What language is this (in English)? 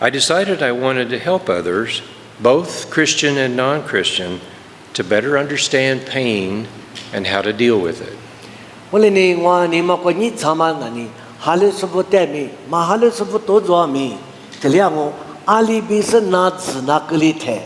Lisu